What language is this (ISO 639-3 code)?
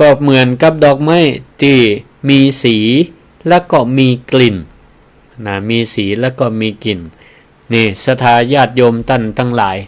nod